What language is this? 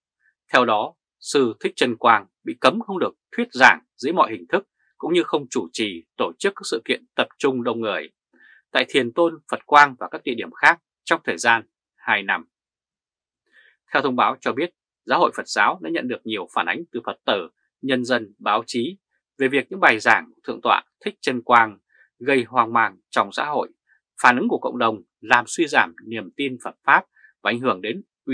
Vietnamese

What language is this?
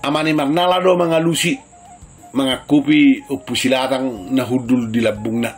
Batak Toba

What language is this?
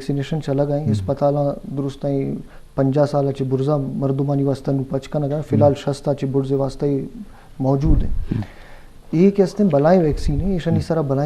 Eastern Balochi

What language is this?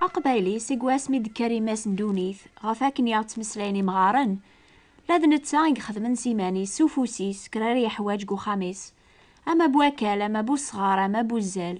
Kabyle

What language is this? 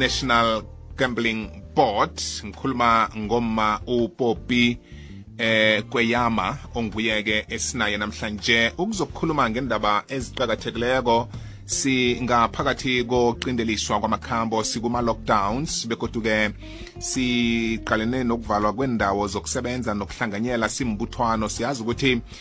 South Ndebele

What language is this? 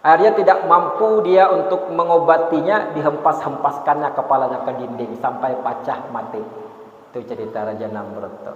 Banjar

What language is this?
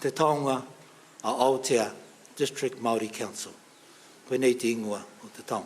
Māori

